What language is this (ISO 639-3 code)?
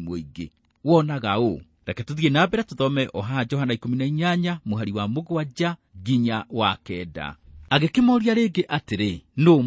kik